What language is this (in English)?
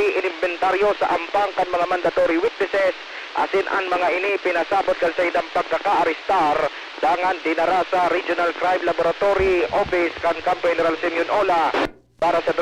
Bikol